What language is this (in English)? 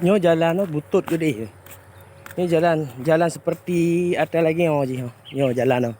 Achinese